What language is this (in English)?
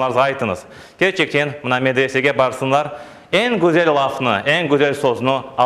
Crimean Tatar